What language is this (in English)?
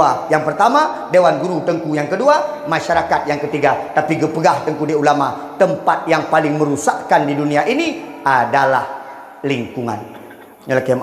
Achinese